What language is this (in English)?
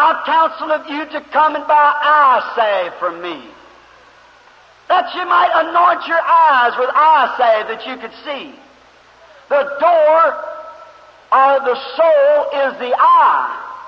English